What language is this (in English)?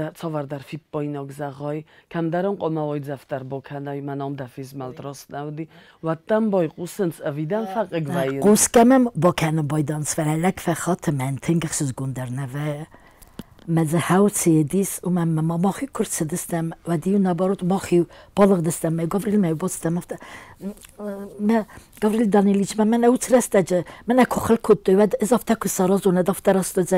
Ossetic